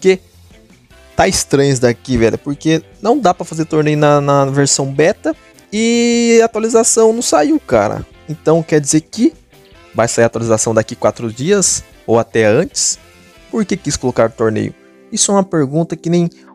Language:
Portuguese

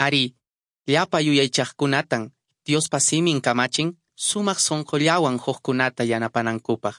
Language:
Quechua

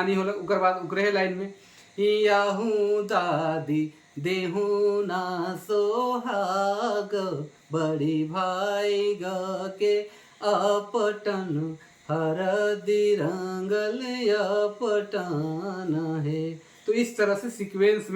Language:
Sadri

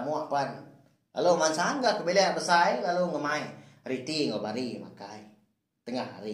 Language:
Iban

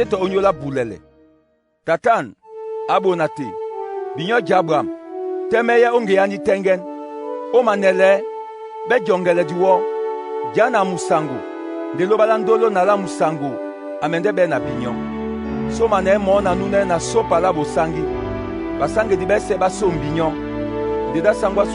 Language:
Duala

